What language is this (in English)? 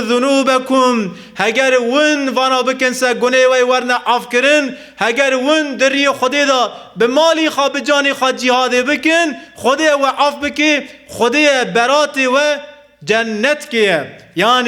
Kurdish